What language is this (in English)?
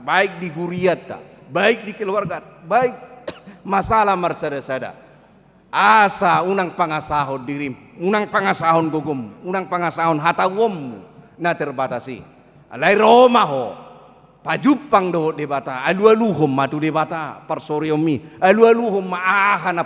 Batak Toba